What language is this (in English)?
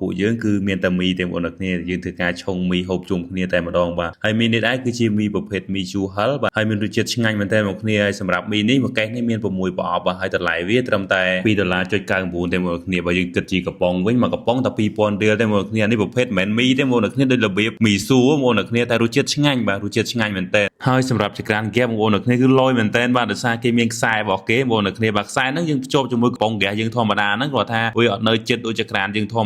Khmer